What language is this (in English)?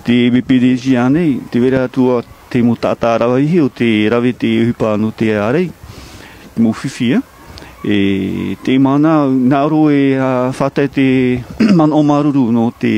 Tahitian